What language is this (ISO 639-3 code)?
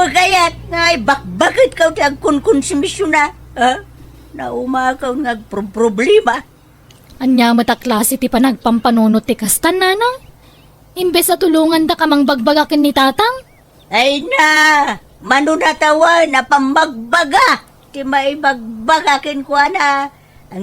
ilo